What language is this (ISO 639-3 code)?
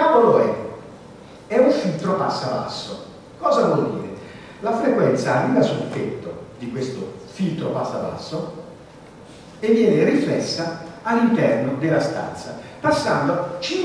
ita